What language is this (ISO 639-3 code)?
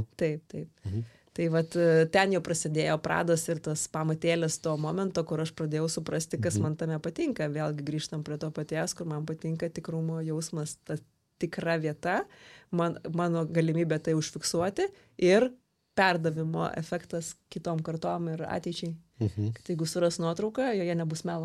lit